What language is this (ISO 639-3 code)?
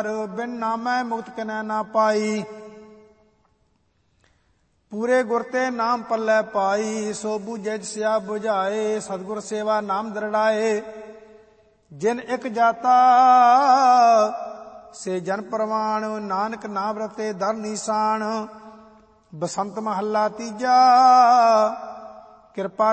pan